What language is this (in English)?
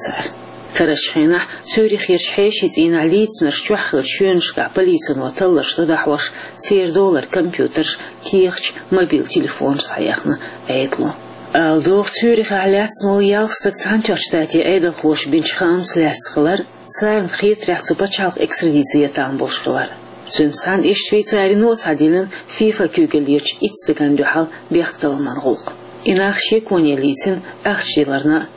Chechen